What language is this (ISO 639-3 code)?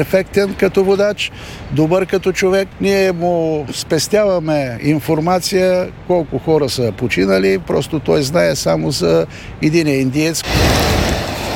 bul